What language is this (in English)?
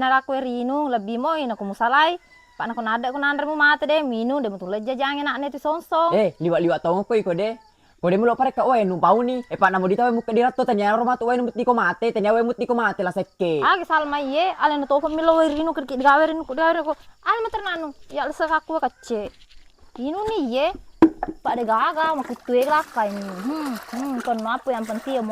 Buginese